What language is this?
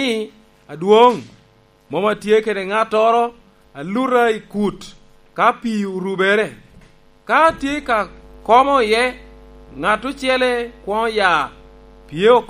Lango (Uganda)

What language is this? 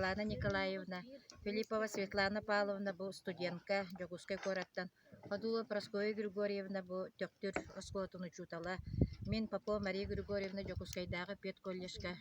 Yakut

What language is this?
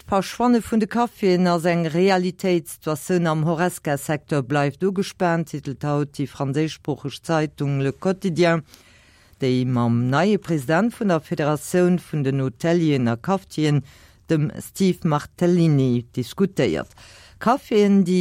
Luxembourgish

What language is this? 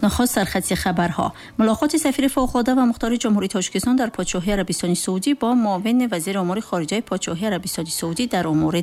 Tajik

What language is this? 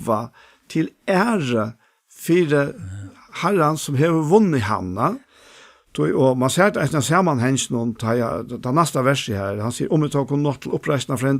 Faroese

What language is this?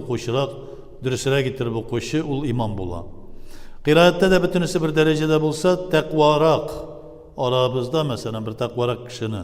Tatar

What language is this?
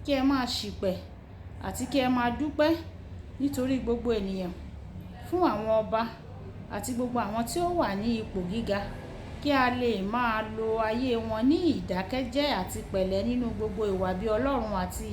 Yoruba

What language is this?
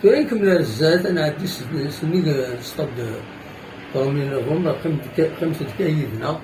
Kabyle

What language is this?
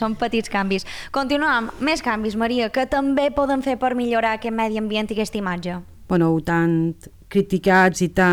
Catalan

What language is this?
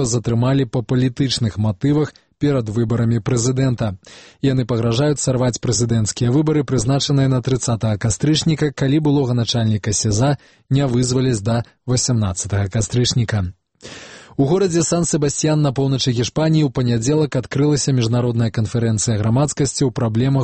Belarusian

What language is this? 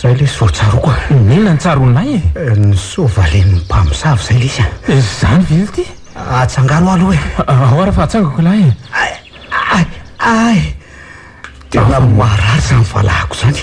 Malagasy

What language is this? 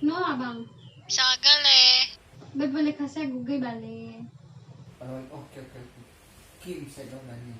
Nias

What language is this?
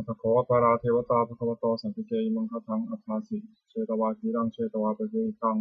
Pali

